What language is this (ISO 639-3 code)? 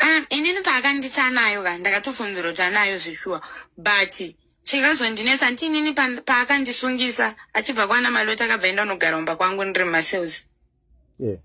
sna